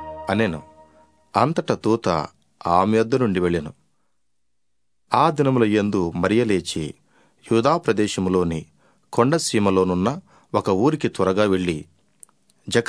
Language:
Telugu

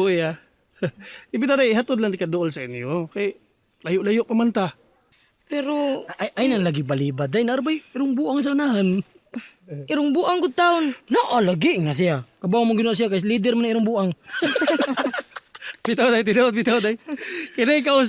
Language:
Cebuano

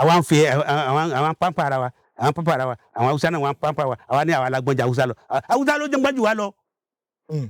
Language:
Yoruba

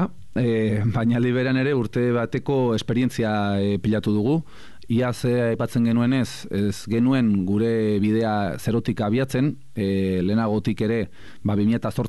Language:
Basque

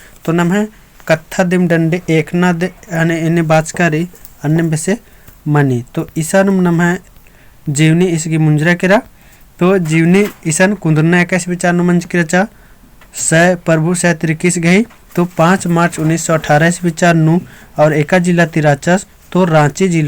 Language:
Kurukh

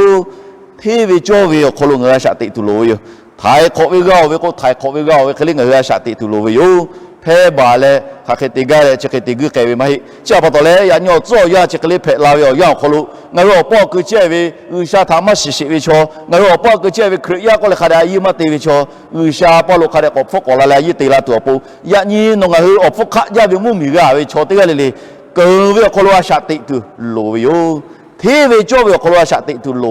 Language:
Lahu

